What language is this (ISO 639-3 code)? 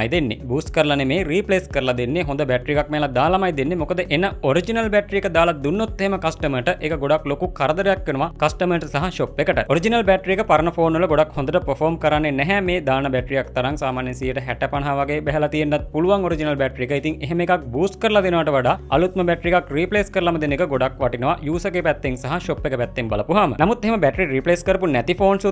sin